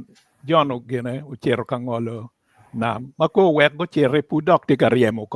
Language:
Acoli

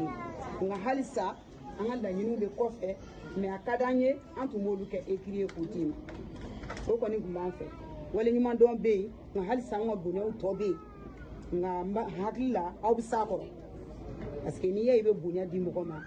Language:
Bambara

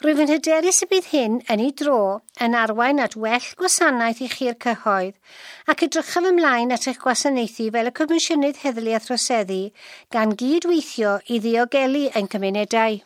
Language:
Welsh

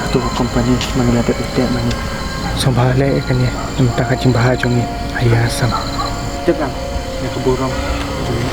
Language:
Khasi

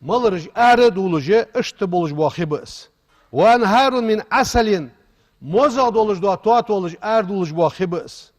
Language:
Ingush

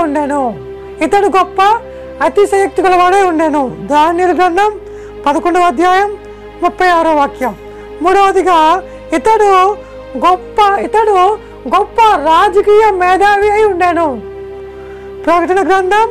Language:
Telugu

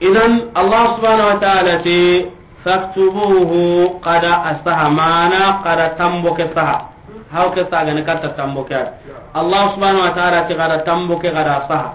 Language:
Soninke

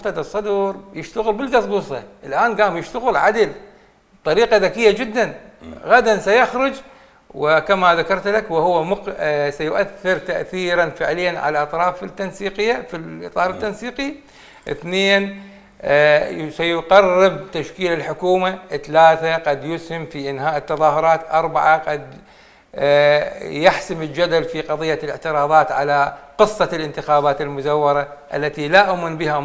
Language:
Mesopotamian Arabic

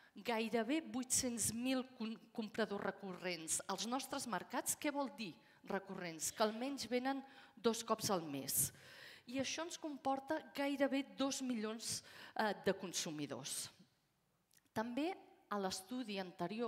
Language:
Catalan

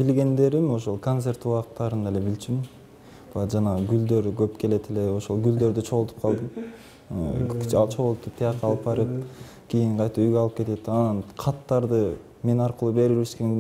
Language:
Kyrgyz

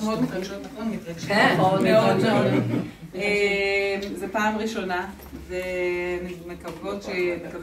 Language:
Hebrew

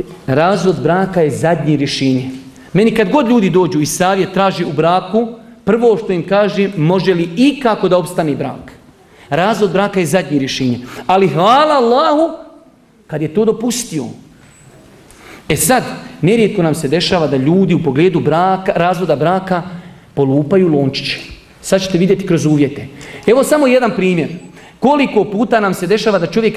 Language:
Bosnian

